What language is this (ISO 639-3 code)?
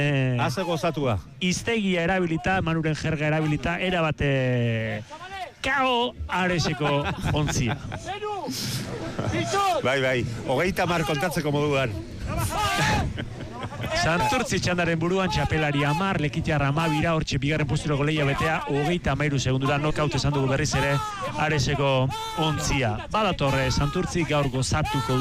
eus